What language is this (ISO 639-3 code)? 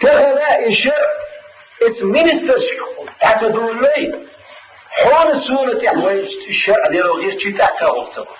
che